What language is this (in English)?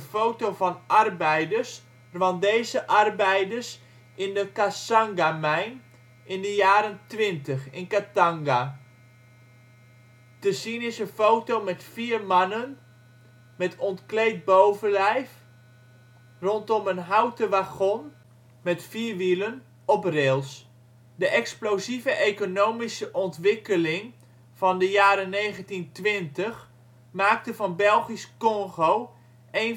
Dutch